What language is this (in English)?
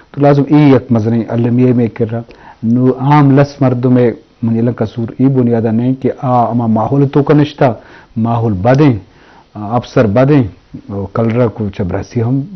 Eastern Balochi